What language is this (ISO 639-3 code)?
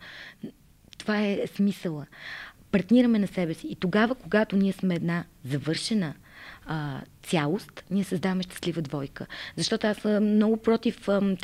bul